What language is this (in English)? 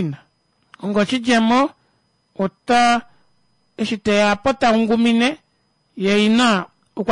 Kuanyama